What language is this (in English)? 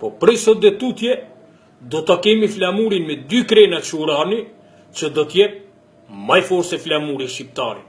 Albanian